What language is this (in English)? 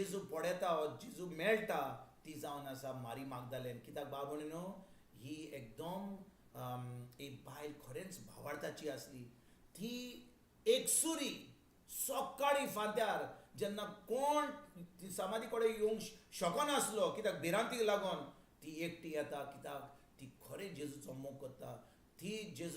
Konkani